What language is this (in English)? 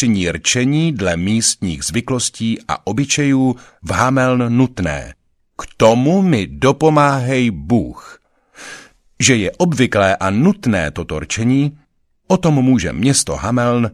Czech